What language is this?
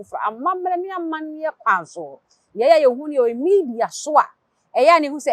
Akan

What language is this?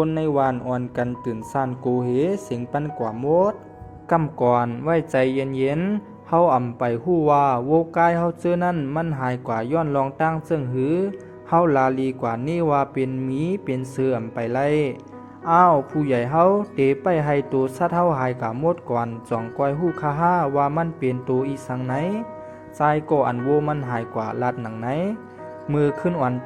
Shan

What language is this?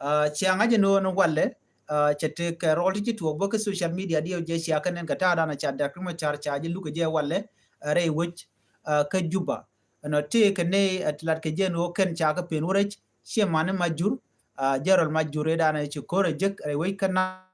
Nuer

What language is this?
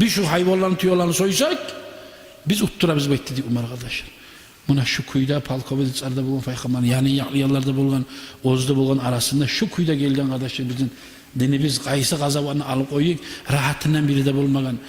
Kumyk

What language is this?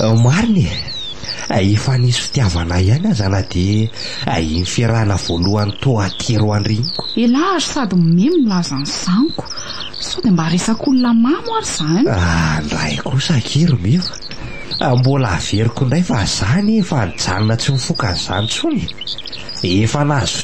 Malagasy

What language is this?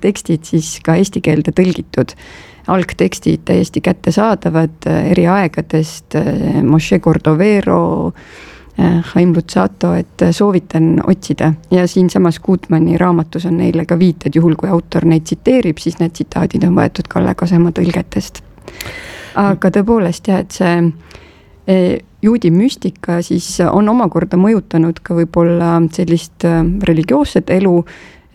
Estonian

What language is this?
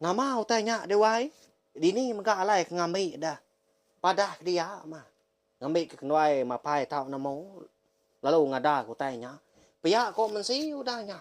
Iban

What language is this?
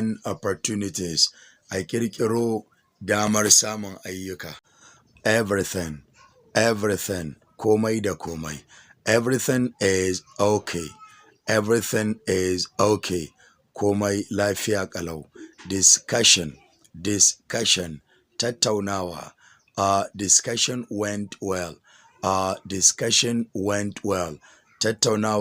Hausa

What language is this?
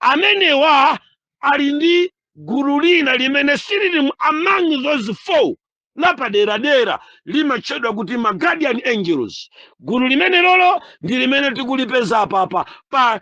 Nyanja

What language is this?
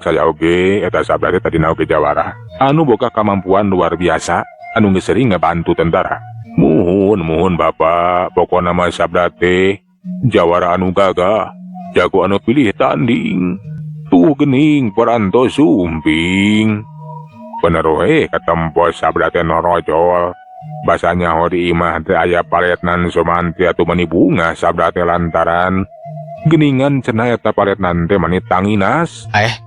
Sundanese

